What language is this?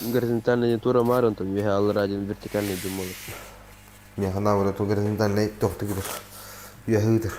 Yakut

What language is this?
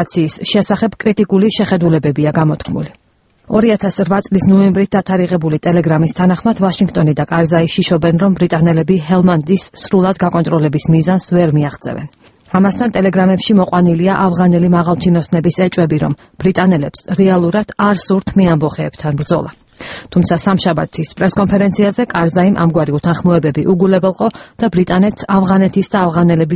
Georgian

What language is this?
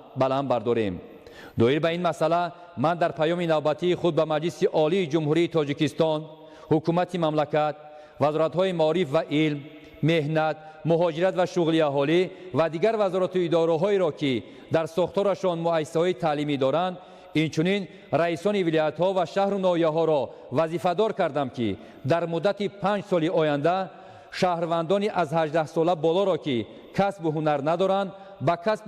Tajik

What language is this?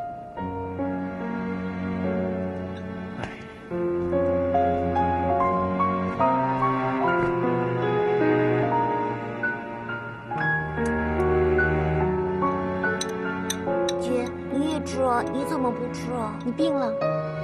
Chinese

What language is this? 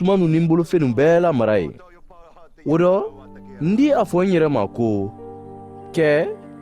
Mandingo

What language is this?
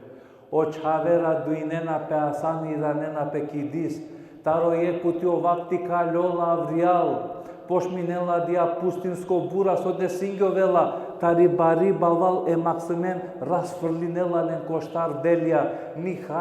Balkan Romani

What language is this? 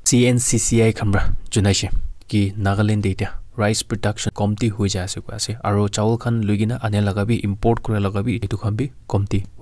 Naga Pidgin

